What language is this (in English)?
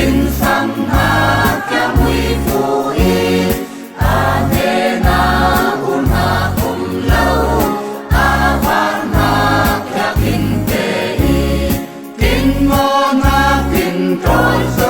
Falam Chin